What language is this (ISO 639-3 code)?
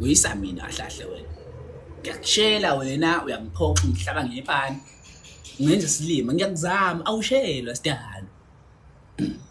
zul